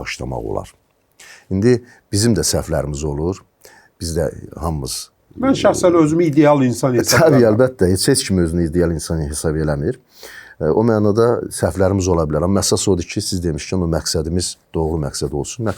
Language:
Azerbaijani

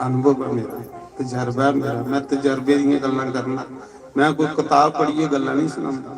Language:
Dogri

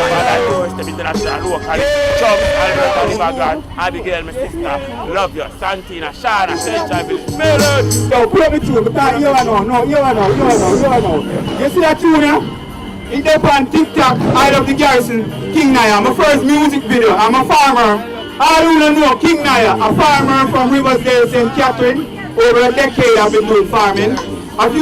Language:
Jamaican Creole English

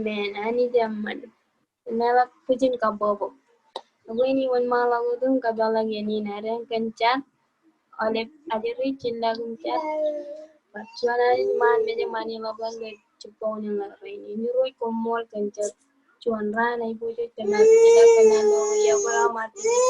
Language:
Marshallese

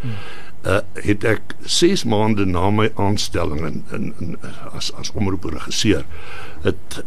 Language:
Afrikaans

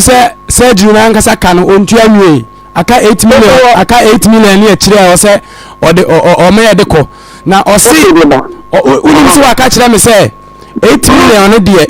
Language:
Akan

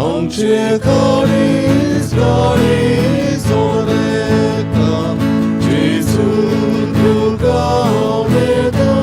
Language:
Konkani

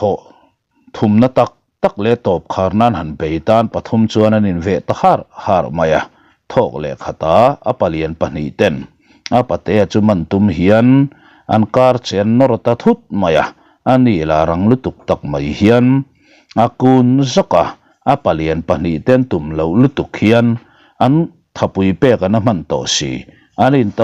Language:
Mizo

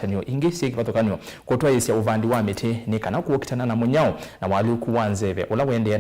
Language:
Kamba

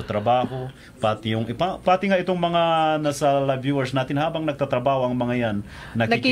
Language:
Filipino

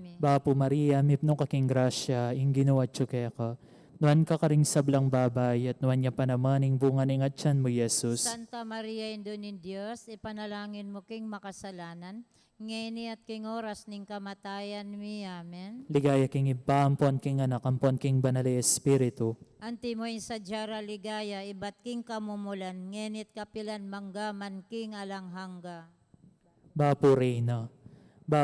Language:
Pampanga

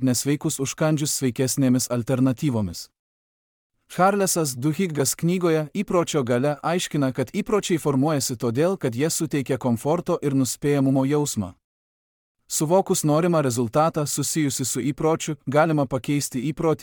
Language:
Lithuanian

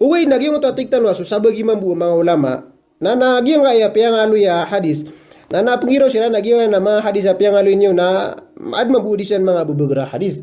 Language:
Maranao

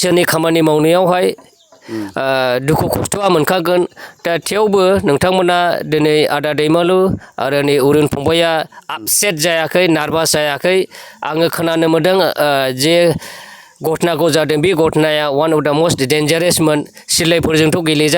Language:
Bodo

